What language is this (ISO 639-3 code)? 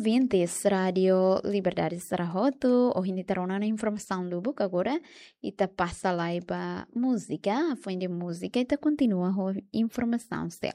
tet